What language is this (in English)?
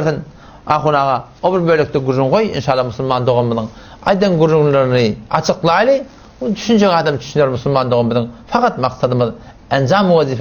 Turkmen